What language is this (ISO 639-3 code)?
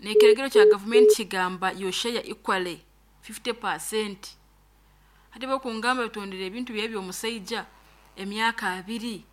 nyo